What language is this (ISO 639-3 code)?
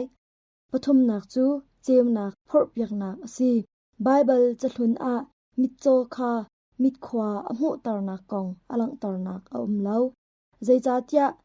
cnh